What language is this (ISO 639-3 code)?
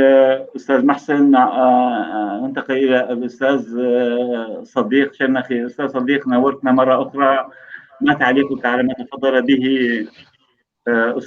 apc